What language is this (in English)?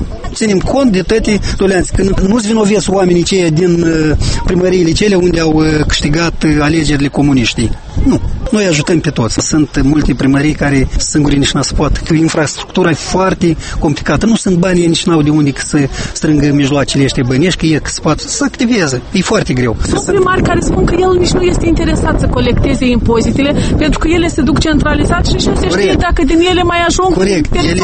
Romanian